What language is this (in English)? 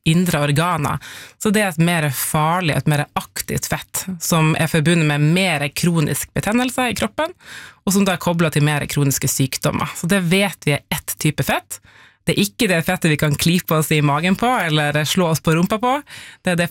Norwegian